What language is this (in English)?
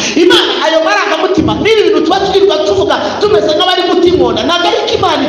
Kinyarwanda